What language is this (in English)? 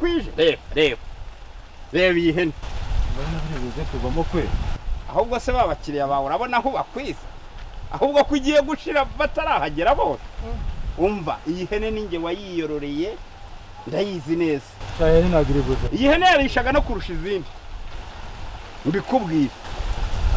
Kinyarwanda